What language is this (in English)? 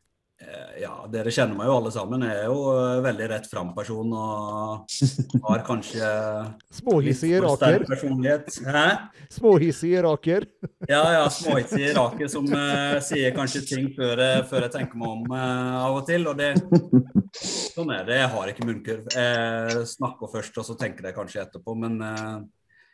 Norwegian